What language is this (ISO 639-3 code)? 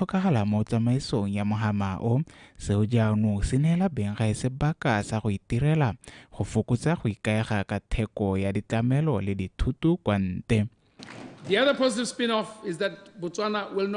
tsn